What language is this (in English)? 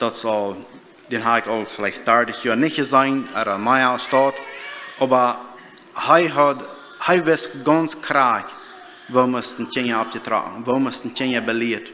Plautdietsch